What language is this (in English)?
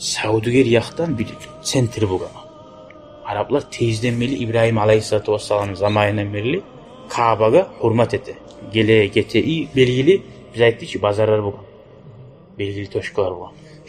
Kumyk